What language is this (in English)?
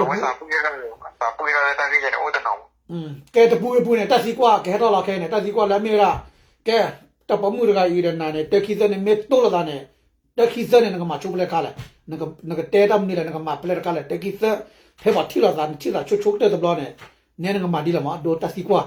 S'gaw Karen